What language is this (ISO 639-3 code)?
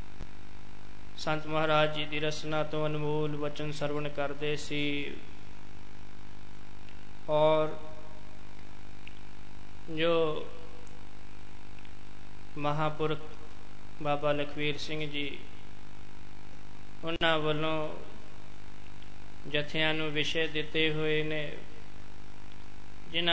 pan